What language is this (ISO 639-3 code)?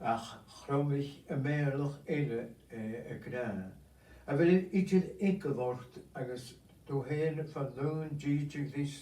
gla